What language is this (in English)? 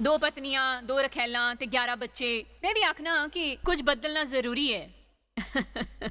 Dogri